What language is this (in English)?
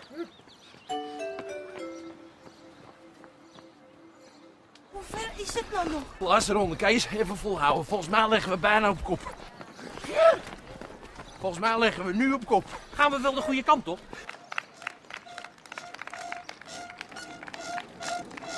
Dutch